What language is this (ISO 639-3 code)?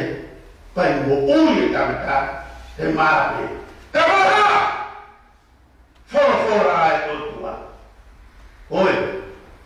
ton